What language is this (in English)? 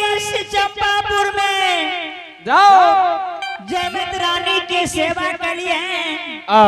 Angika